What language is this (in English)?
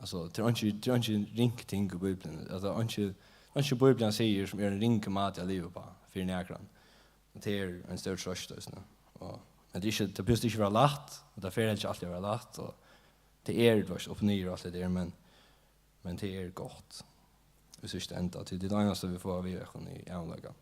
Faroese